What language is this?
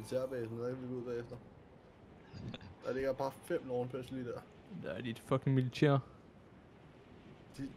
Danish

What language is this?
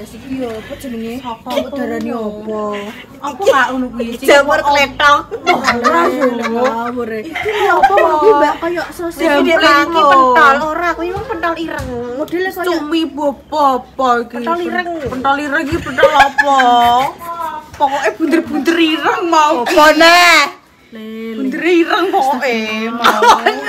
Javanese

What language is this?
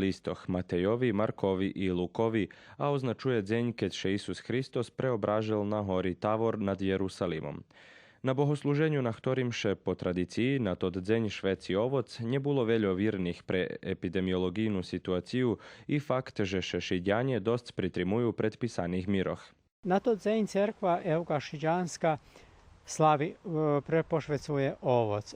Rusyn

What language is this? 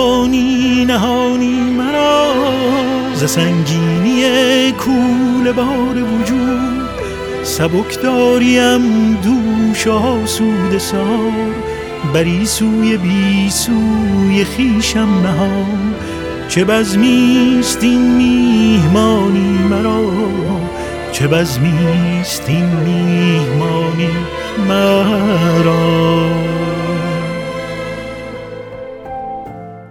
Persian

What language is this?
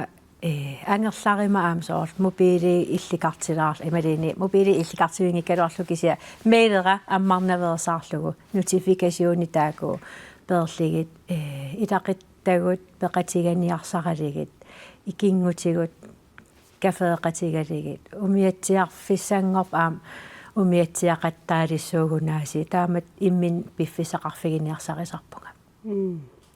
Kalaallisut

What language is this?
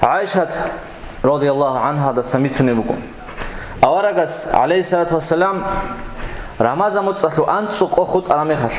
Avaric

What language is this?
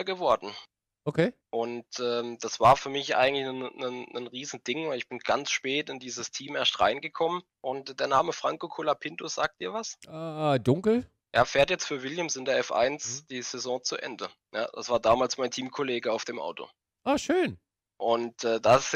German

